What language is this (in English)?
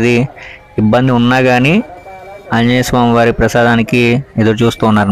Telugu